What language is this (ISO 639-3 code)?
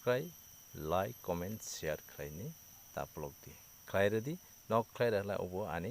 trp